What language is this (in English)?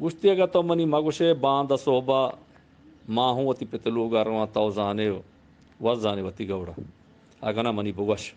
Eastern Balochi